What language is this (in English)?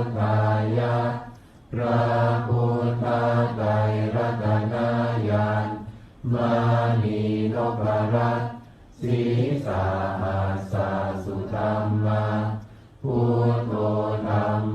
Pali